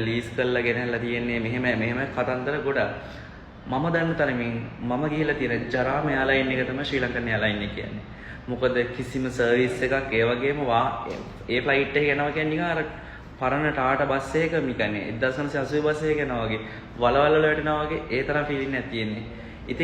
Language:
Sinhala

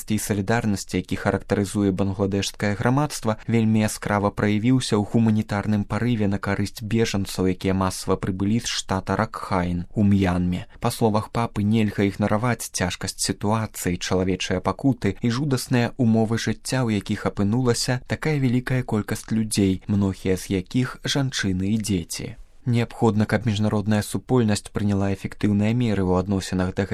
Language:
Belarusian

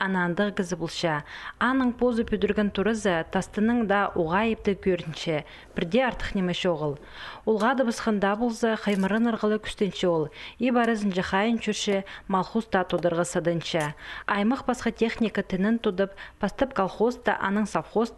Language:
Khakas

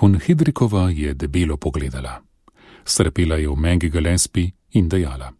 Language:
Slovenian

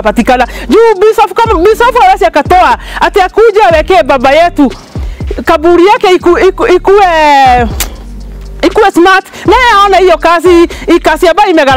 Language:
Swahili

